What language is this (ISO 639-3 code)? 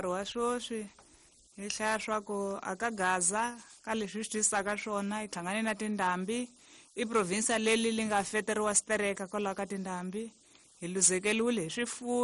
tso